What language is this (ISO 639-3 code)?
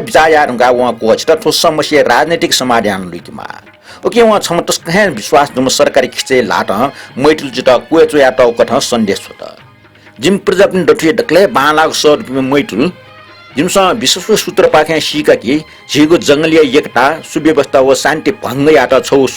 new